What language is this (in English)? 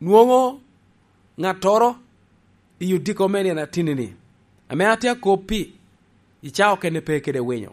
Lango (Uganda)